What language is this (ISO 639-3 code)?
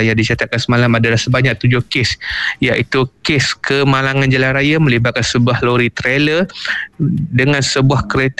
msa